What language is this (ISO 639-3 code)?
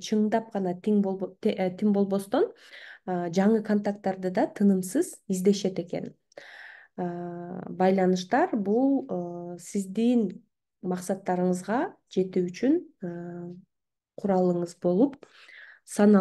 kir